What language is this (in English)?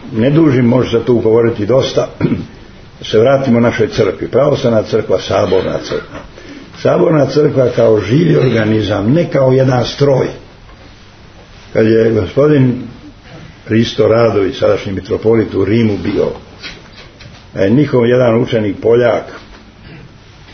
Serbian